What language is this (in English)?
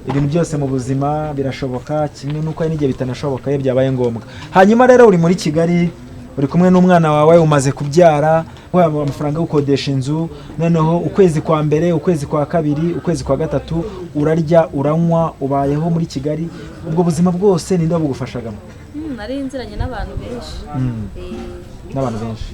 Kinyarwanda